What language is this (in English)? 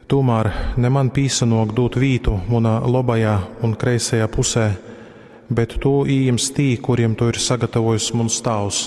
Latgalian